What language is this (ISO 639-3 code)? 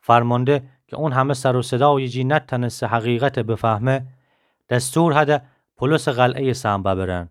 glk